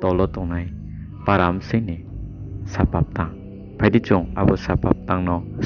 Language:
Riang (India)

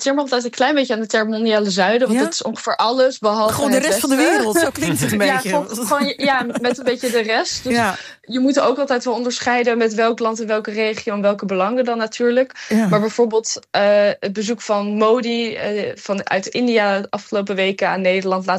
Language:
Dutch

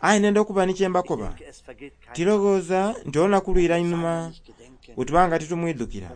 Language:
Soga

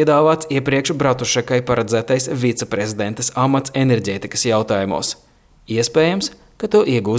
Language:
Latvian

